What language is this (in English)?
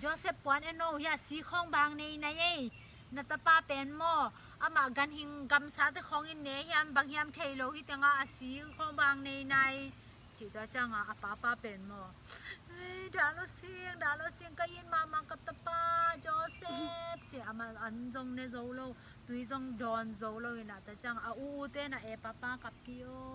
Tedim Chin